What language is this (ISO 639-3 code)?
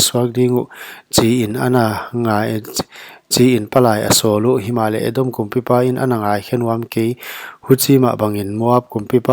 pck